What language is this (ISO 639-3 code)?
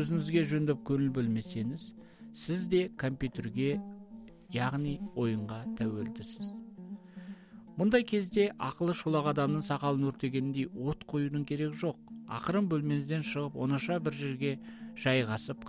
kaz